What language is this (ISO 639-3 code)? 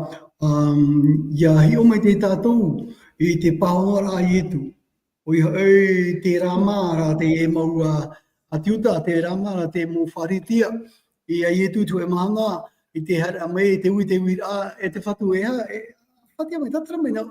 tah